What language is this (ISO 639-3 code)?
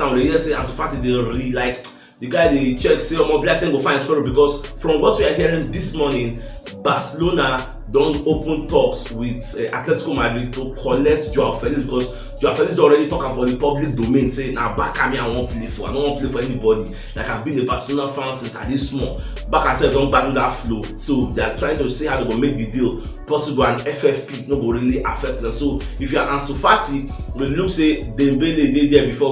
pcm